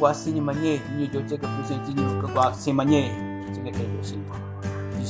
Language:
Southern Rengma Naga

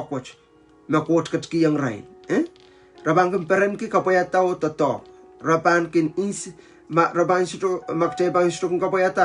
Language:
Pohnpeian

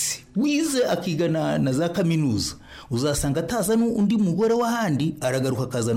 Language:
Kinyarwanda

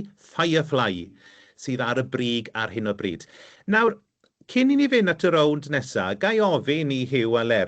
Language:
Welsh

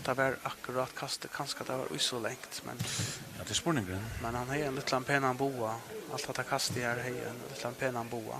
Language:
Faroese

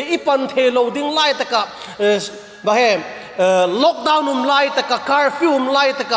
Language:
Vaiphei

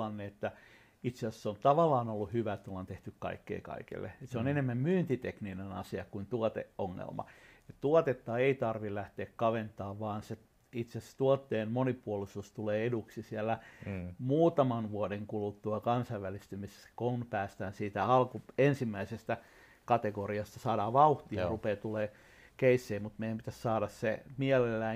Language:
Finnish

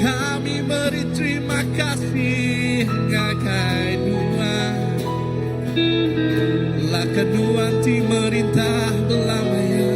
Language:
Iban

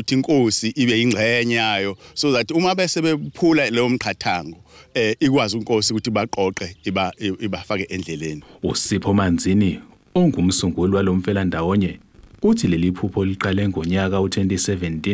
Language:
Zulu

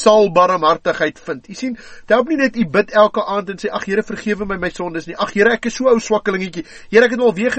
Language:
Afrikaans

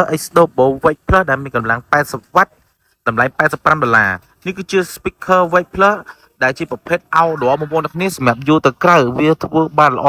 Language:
Khmer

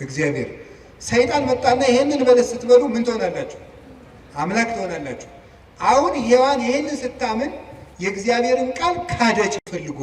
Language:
Amharic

